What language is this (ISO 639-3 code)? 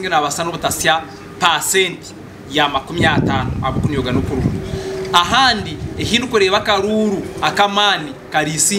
nyn